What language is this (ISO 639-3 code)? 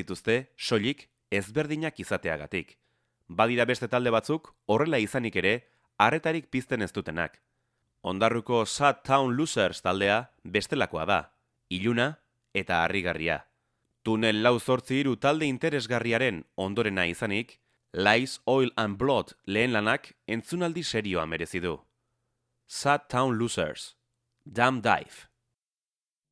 eus